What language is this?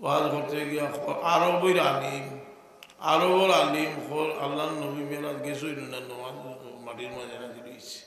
Sylheti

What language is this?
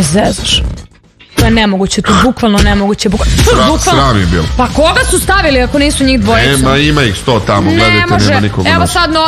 Serbian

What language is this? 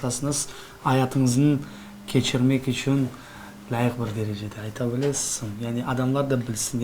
Crimean Tatar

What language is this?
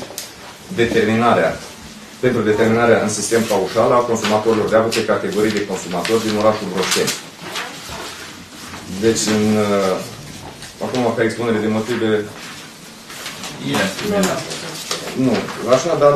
Romanian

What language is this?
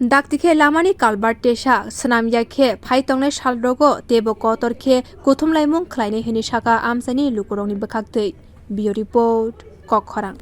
Kok Borok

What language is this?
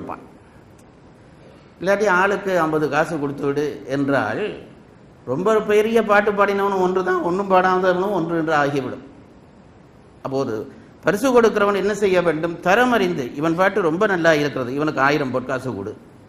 Tamil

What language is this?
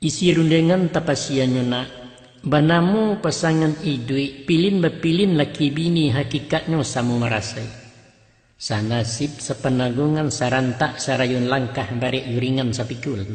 Minangkabau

